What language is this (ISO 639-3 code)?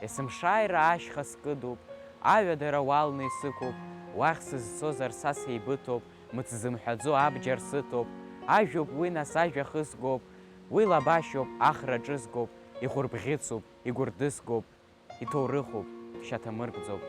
abk